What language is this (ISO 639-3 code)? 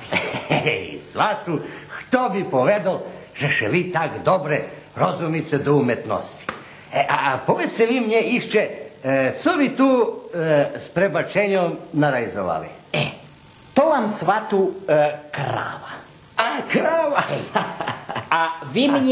rue